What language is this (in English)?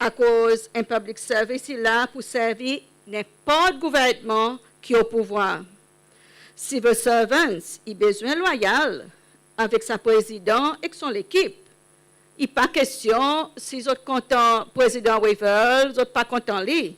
Seselwa Creole French